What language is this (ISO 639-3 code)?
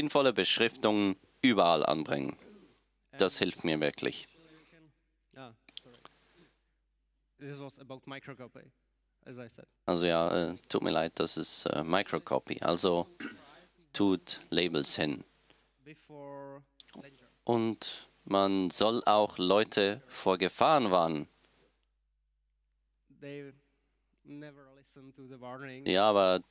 deu